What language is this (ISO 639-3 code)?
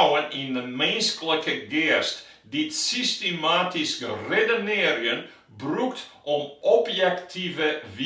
fry